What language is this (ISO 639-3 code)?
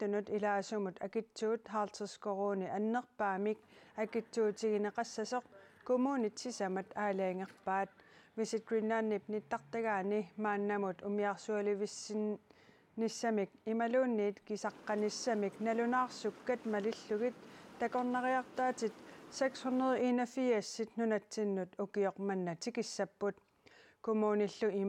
kal